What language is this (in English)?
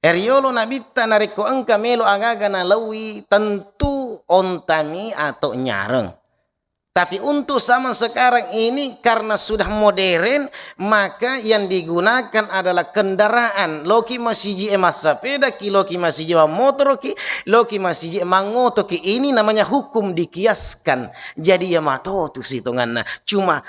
Buginese